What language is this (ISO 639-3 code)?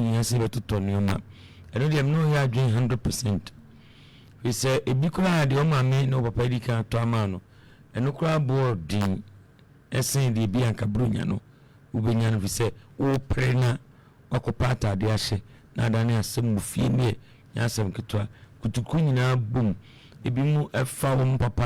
aka